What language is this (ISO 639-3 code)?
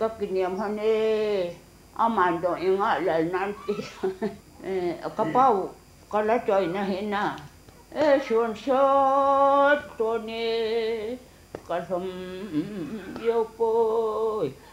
vie